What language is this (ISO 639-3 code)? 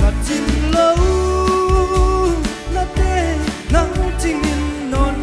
pck